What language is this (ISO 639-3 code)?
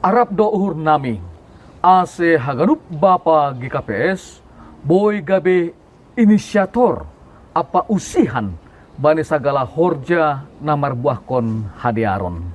bts